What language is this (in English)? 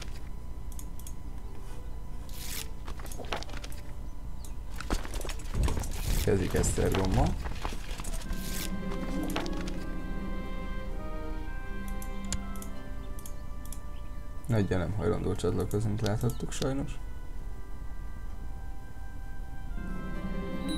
Hungarian